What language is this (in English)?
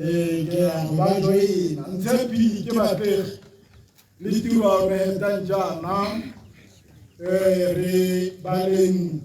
Tswana